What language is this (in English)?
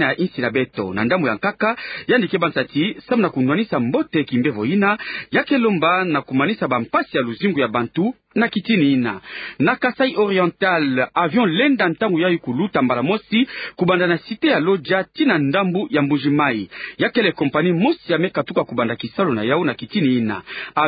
Kituba (Democratic Republic of Congo)